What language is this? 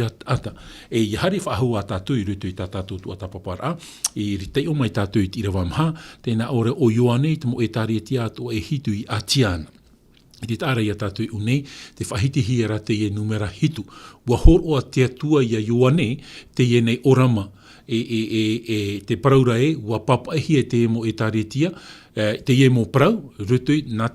Tahitian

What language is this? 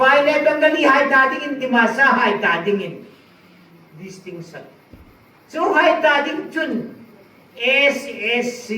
Hmar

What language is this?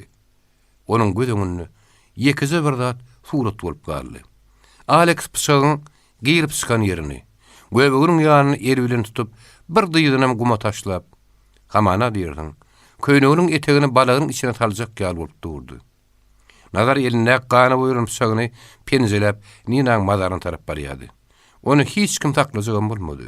Turkmen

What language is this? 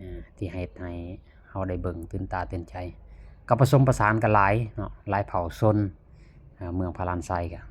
Lao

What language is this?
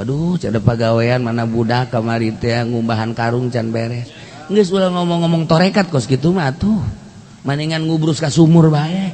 Sundanese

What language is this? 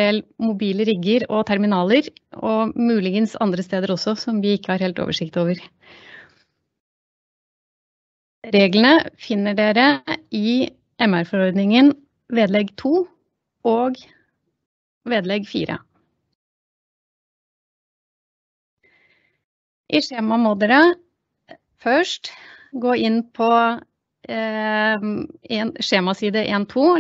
Norwegian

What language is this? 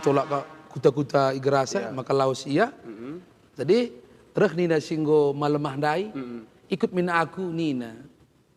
Batak Karo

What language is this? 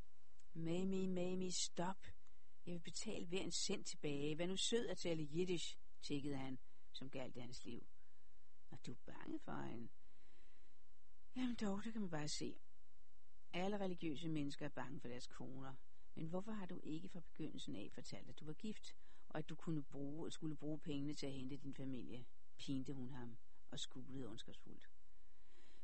Danish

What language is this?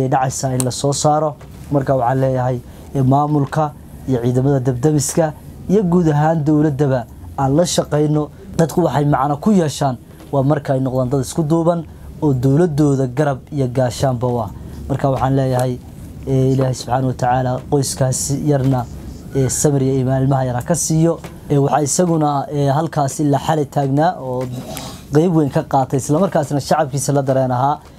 Somali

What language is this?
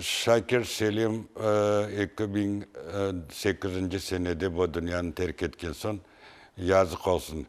Crimean Tatar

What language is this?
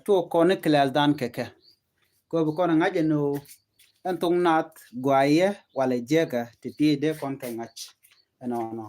Nuer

